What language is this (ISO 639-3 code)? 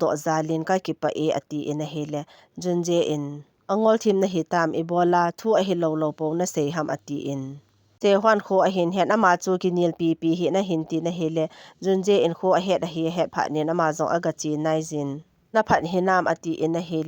tcz